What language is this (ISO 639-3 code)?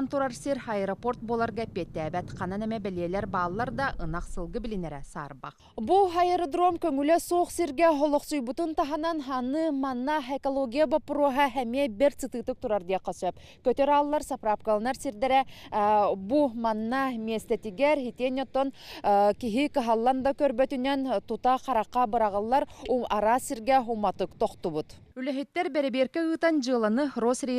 sah